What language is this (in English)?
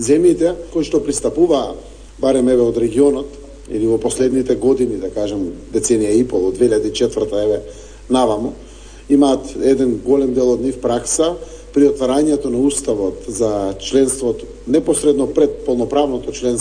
Macedonian